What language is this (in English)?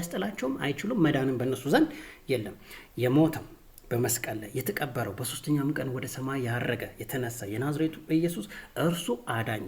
Amharic